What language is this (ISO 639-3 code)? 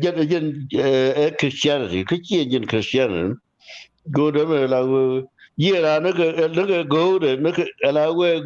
nus